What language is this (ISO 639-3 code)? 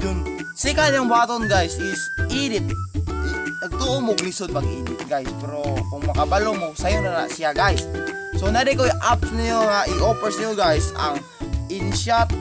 ceb